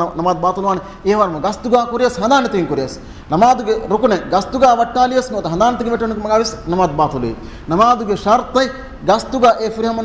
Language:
Divehi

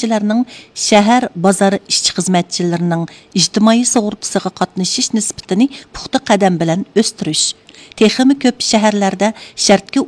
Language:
Uyghur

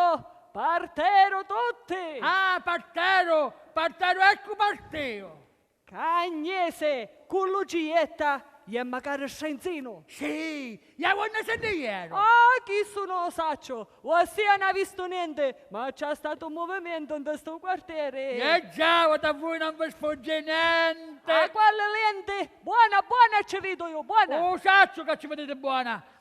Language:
Sicilian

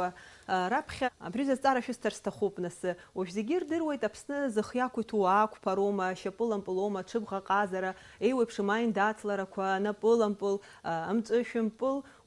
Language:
Abkhazian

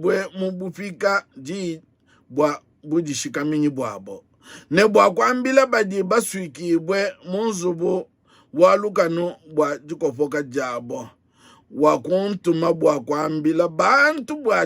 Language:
Luba-Lulua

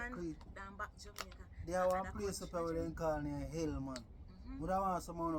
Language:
Jamaican Creole English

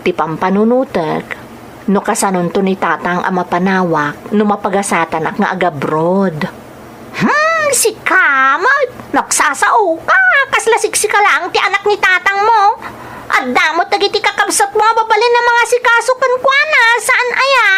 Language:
Iloko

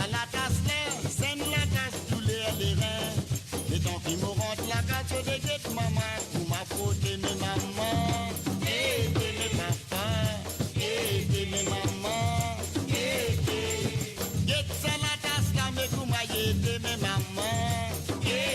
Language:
Morisyen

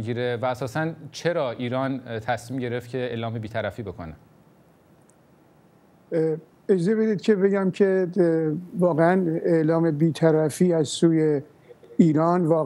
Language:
Persian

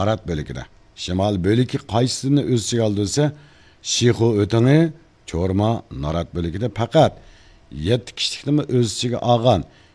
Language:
Uyghur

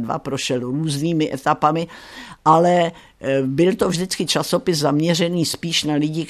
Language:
Czech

